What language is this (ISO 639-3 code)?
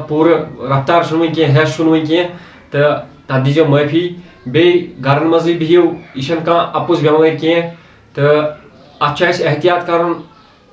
kas